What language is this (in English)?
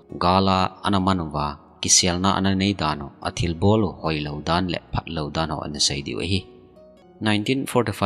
Thado Chin